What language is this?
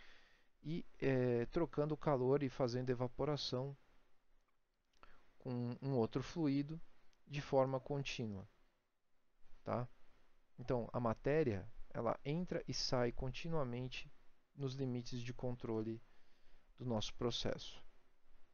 Portuguese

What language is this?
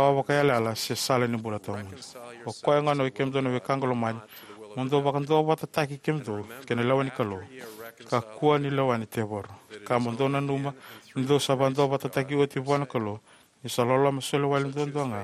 Fijian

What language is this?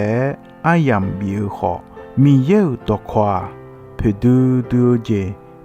Akha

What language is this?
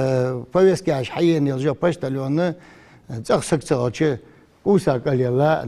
Ingush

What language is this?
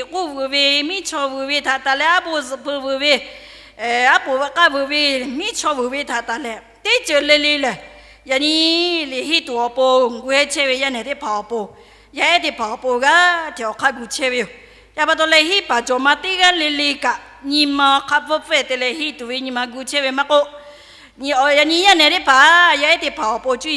Lahu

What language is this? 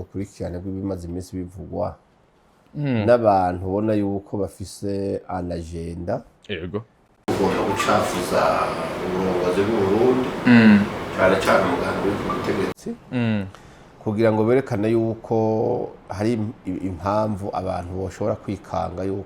Rundi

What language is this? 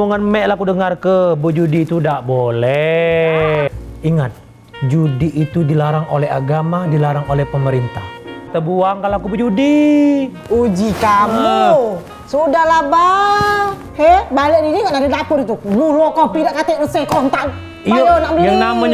Musi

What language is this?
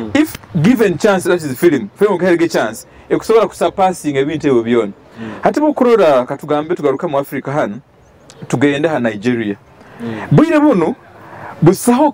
Nyoro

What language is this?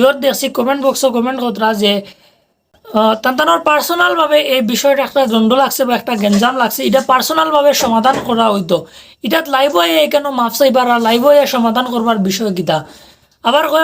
Sylheti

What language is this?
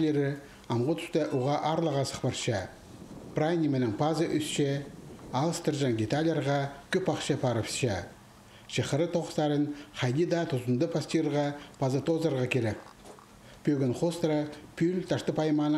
Khakas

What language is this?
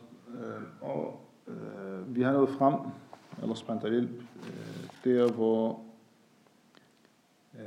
Danish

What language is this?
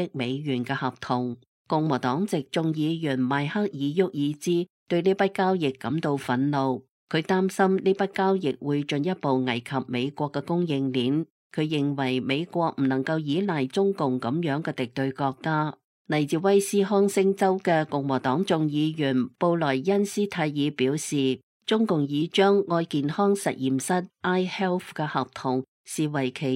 Cantonese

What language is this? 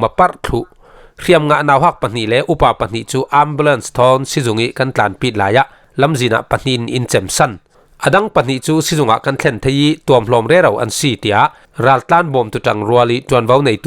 Falam Chin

